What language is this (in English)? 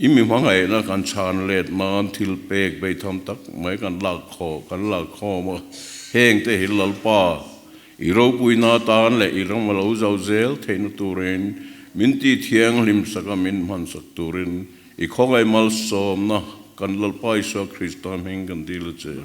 Mizo